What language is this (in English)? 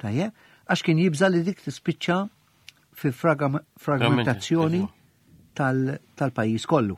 Maltese